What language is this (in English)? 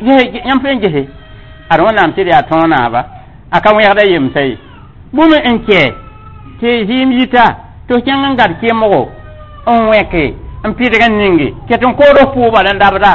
Mossi